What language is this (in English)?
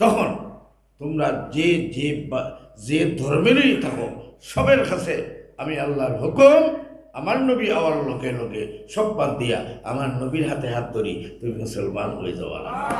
Sylheti